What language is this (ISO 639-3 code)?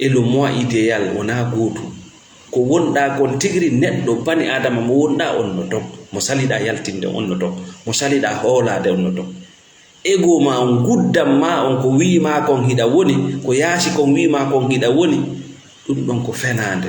ful